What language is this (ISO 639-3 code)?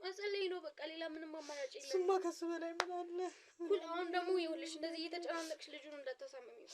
amh